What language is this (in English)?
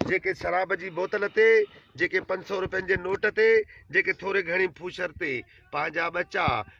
Sindhi